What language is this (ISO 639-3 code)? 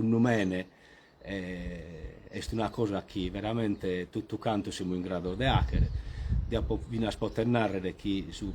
srd